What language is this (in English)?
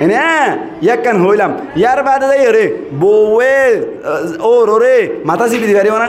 Rohingya